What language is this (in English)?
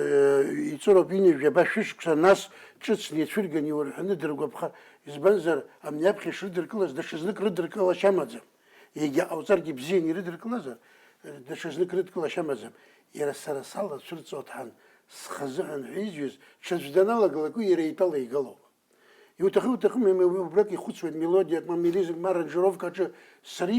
Abkhazian